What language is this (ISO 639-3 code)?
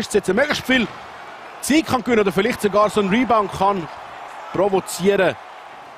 deu